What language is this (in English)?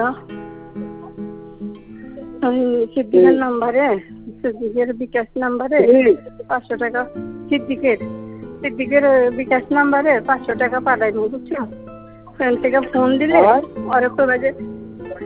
Bangla